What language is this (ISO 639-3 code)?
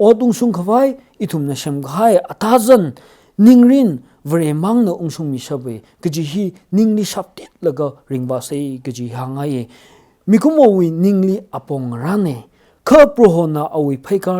nmf